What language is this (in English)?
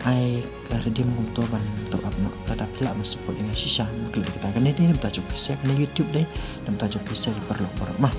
Khasi